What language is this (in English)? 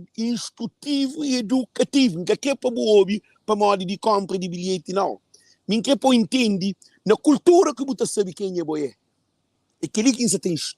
Kabuverdianu